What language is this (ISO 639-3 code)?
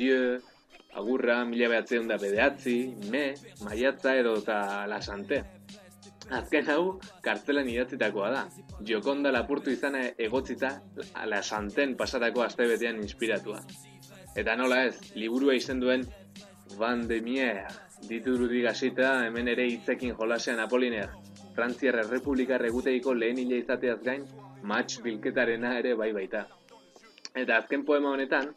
eus